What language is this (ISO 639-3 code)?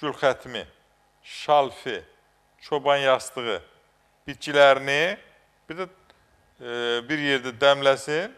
aze